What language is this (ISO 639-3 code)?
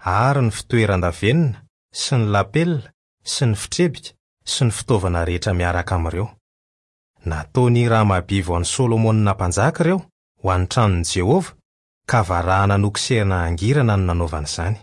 mlg